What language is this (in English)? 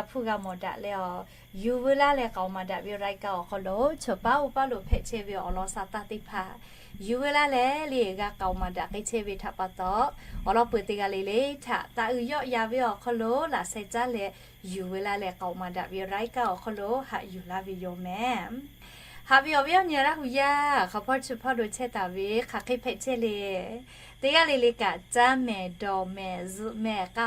Lahu